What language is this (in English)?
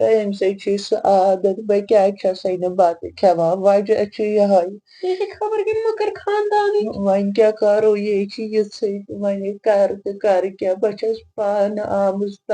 Kashmiri